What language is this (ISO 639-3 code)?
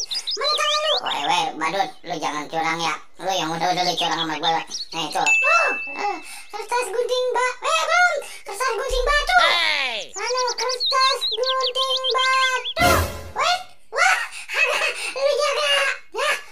bew